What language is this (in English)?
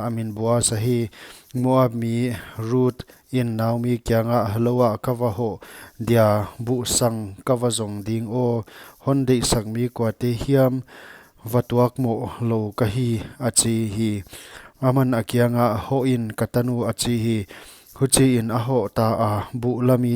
Paite Chin